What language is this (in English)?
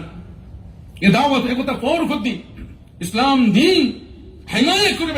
Divehi